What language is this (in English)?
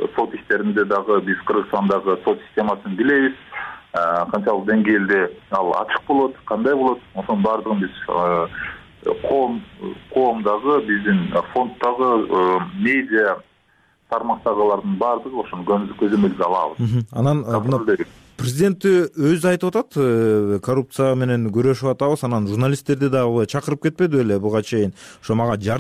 Kyrgyz